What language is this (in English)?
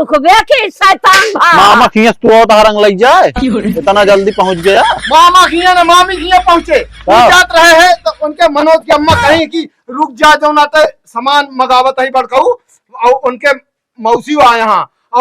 Awadhi